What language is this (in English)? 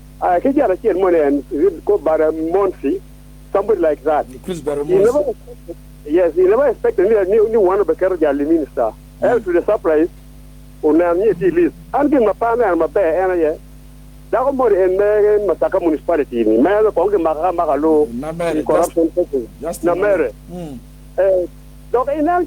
Acoli